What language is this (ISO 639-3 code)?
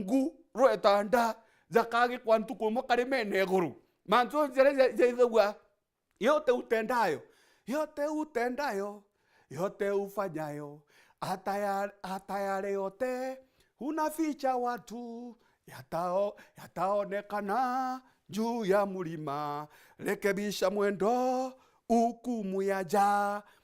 mer